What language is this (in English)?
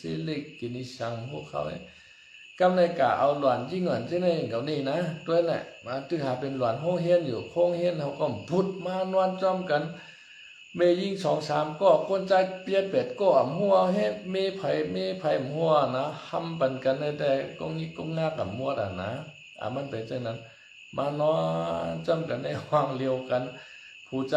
Shan